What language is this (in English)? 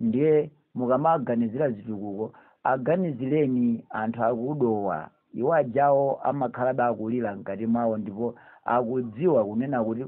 Nyanja